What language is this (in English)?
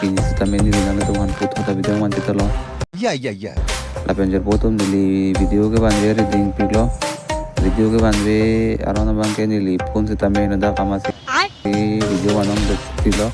Karbi